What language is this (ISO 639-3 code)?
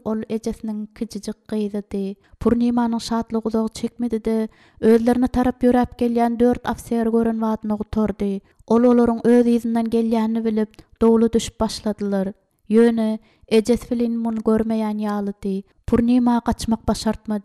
tuk